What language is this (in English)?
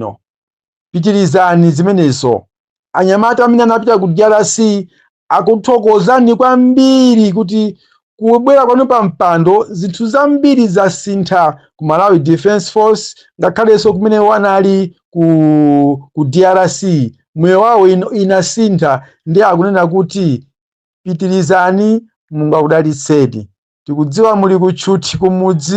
Nyanja